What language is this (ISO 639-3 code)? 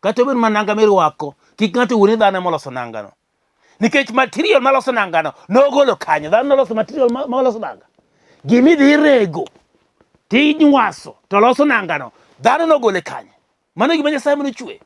luo